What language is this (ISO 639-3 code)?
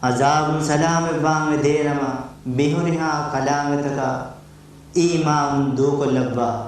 div